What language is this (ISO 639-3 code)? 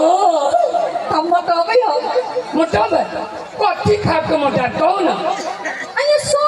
mai